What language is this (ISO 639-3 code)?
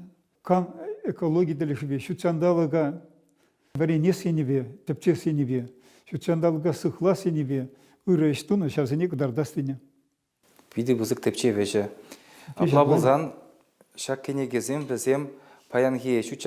chv